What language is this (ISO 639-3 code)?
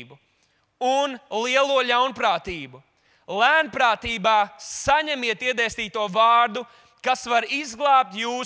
lav